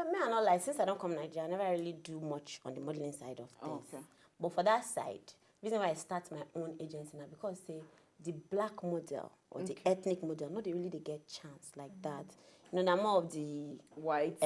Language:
Nigerian Pidgin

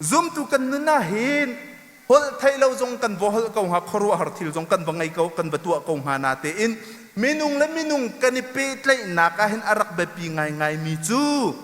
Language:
Hakha Chin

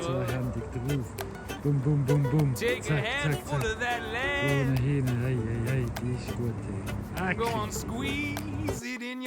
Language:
Swiss German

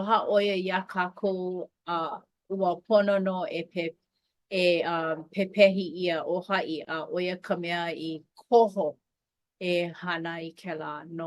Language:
Hawaiian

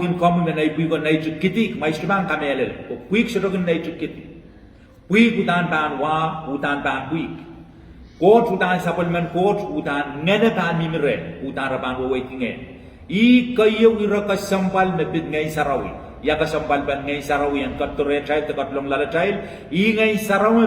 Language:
Pohnpeian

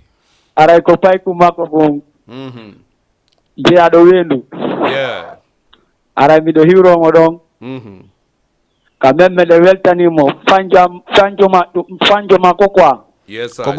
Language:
Fula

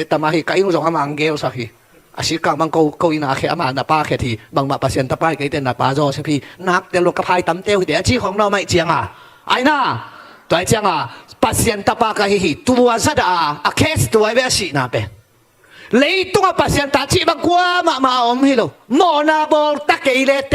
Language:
Tedim Chin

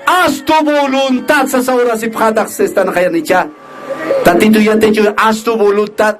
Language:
Aymara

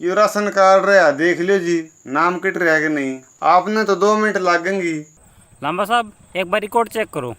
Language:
Haryanvi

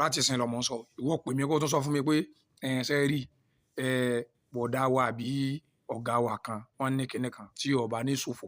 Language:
Yoruba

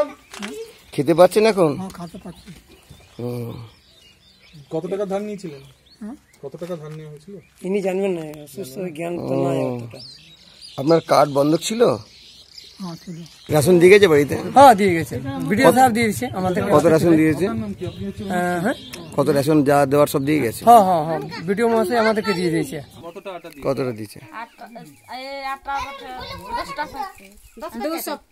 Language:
Bangla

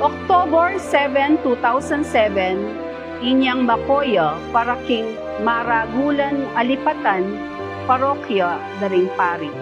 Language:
Pampanga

